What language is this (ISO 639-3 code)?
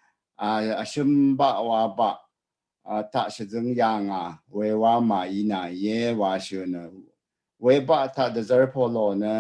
raw